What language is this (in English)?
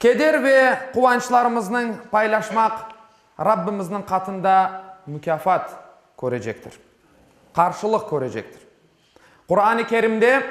Crimean Tatar